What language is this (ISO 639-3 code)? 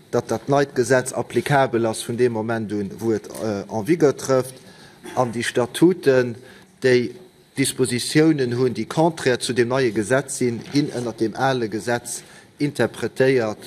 ltz